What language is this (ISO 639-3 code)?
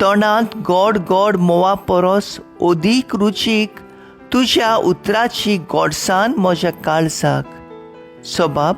kok